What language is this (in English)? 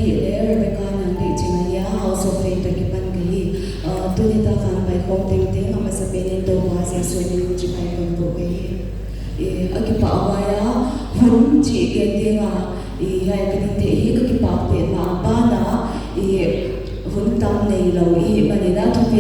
Paite Chin